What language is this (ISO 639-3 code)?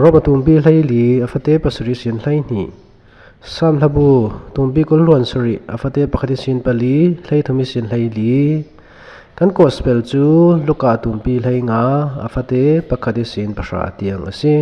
cfm